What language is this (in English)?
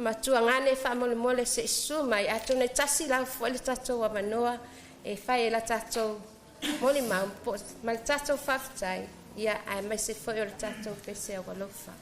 Samoan